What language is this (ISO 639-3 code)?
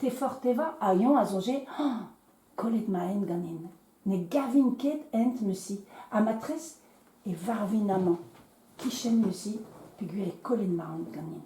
bre